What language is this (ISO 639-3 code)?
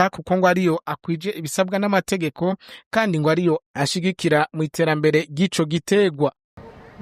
run